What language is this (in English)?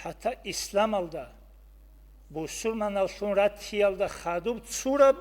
Avaric